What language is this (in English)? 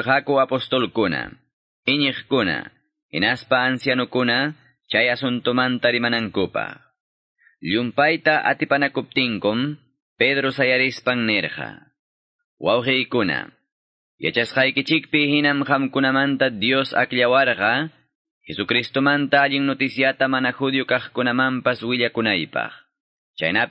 Quechua